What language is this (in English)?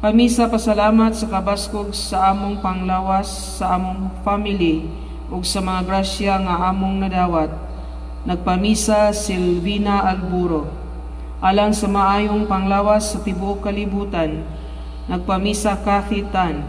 Cebuano